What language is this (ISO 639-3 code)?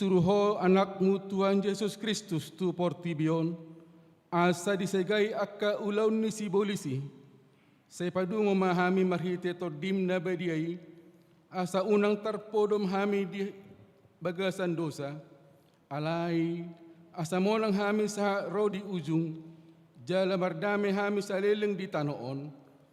bbc